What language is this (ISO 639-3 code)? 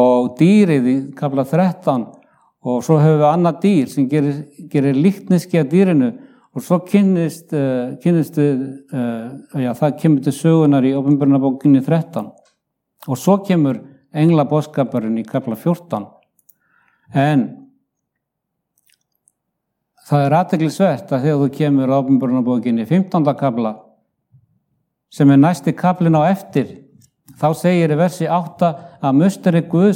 isl